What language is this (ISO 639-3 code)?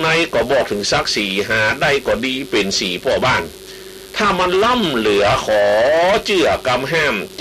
tha